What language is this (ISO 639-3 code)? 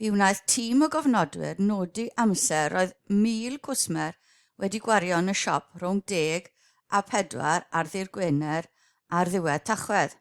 cym